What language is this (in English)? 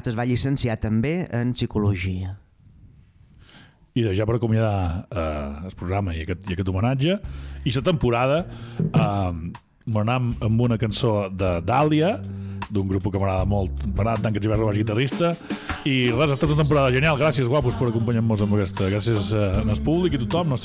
Catalan